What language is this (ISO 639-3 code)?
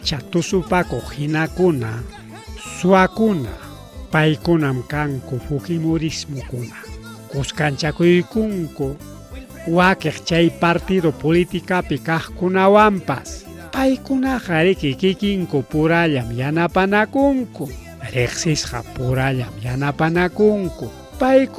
quy